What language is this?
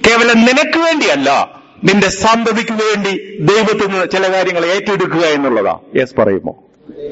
Malayalam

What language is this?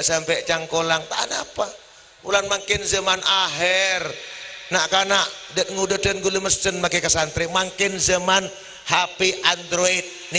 Madurese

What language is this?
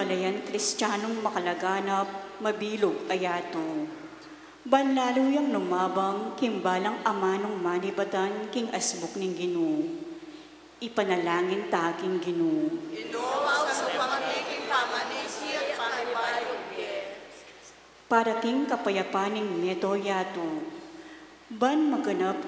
Pampanga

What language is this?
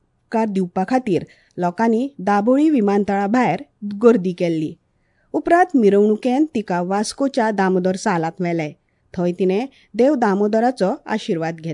Konkani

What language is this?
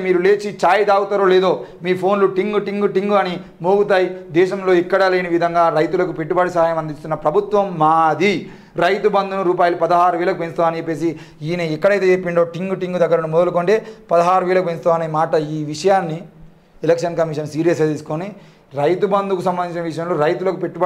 Telugu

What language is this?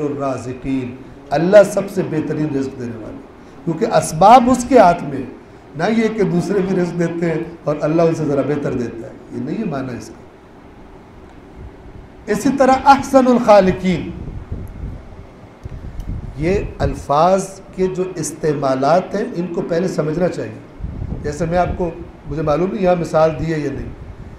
Urdu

